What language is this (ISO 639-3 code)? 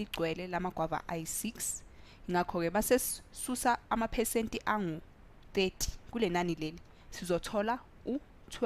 zul